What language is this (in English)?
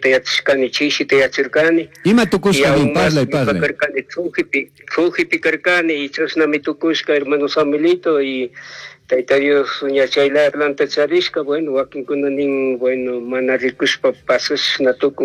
Chimborazo Highland Quichua